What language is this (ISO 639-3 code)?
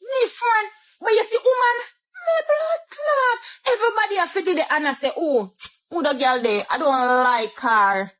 jam